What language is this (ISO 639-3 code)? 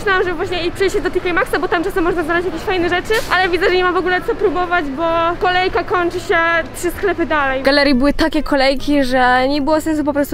pol